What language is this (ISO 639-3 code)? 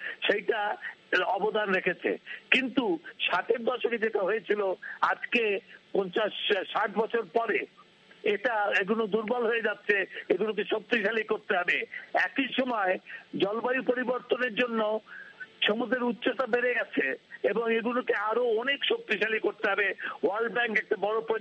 ben